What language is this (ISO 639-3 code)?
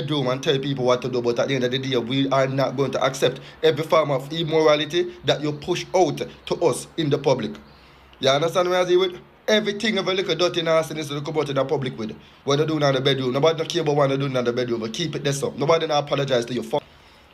jam